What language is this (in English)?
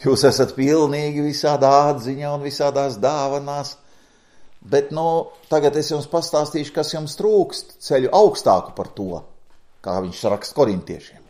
Latvian